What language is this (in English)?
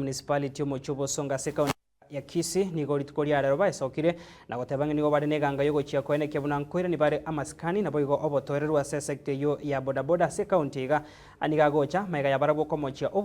Gusii